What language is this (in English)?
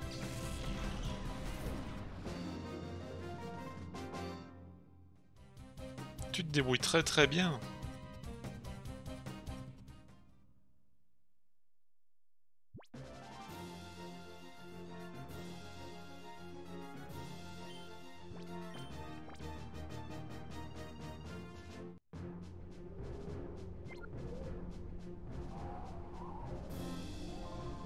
French